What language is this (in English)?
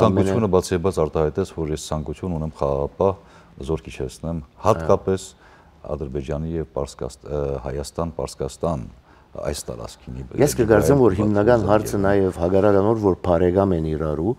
Armenian